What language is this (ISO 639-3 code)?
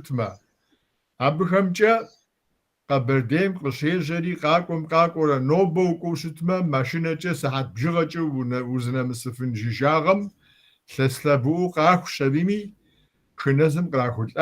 kbd